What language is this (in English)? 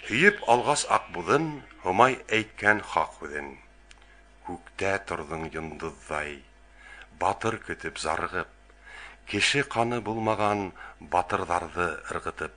Bashkir